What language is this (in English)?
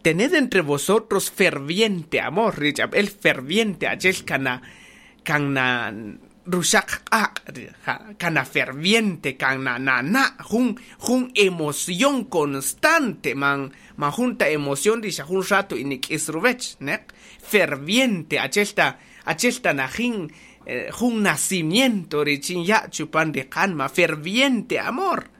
Kaqchikel